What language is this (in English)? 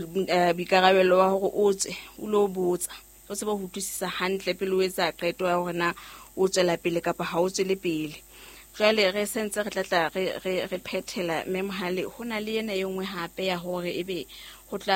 Southern Sotho